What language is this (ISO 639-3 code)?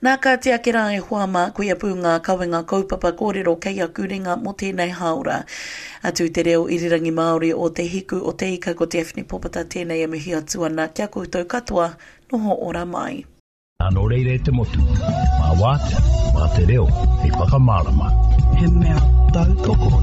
mri